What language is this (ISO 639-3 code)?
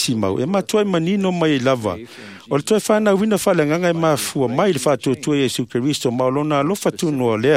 smo